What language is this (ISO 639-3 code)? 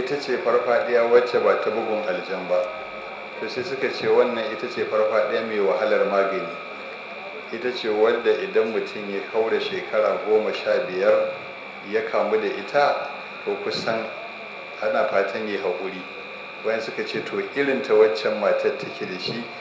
hau